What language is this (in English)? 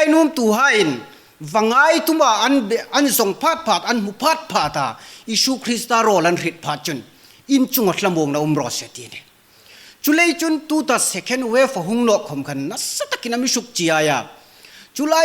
Hmar